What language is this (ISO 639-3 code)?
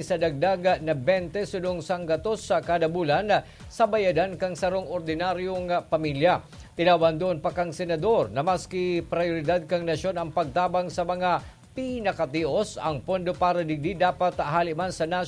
bik